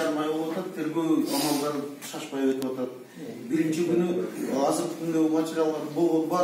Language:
Kyrgyz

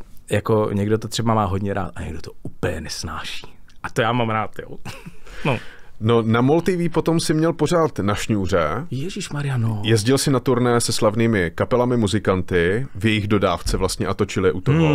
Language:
Czech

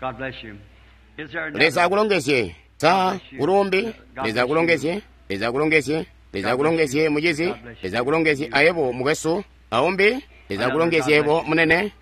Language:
Tonga (Zambia)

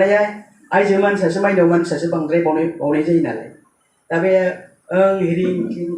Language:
Bodo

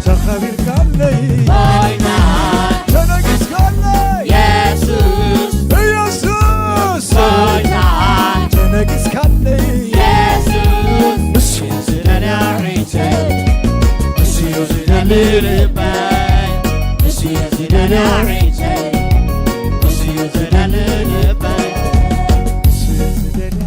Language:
Tigrinya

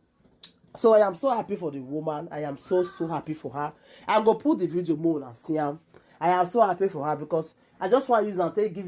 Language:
Nigerian Pidgin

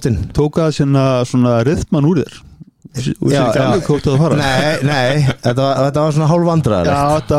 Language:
Icelandic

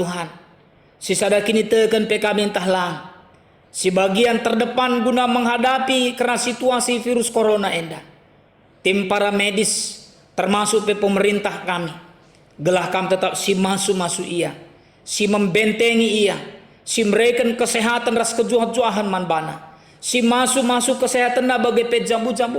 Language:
Batak Karo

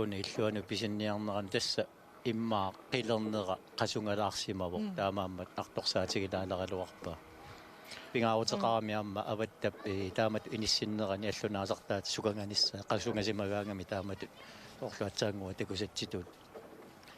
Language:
Kalaallisut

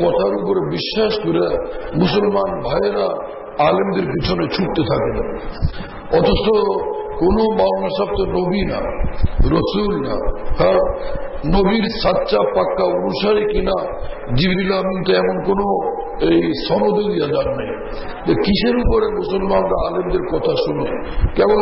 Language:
Bangla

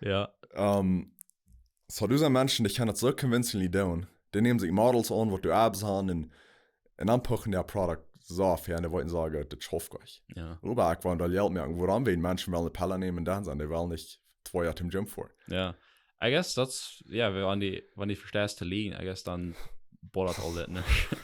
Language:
Plautdietsch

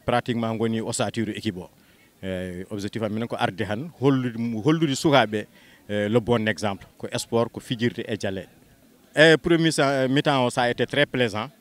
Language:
Fula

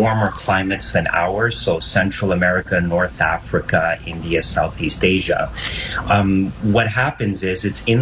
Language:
English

